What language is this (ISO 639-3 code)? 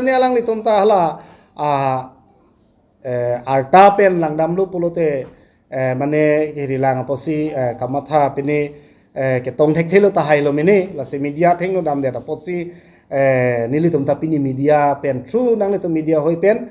mjw